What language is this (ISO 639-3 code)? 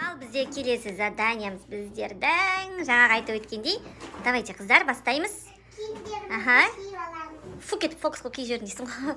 kaz